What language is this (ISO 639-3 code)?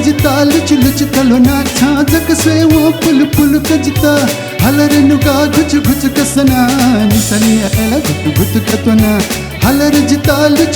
new